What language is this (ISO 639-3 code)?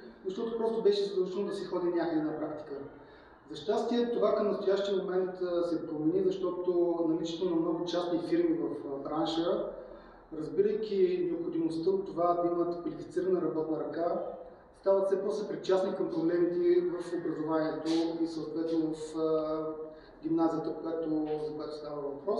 bul